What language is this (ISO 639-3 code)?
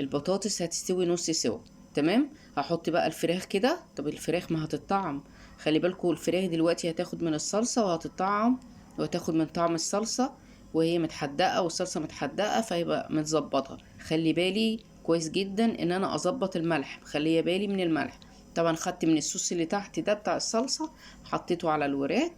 arz